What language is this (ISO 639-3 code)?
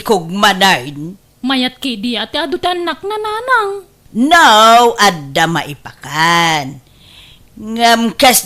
ilo